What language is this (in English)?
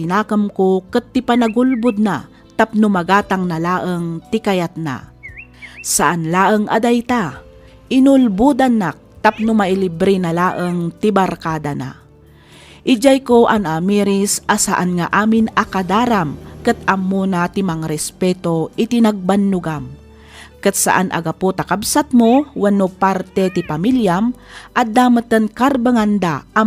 Iloko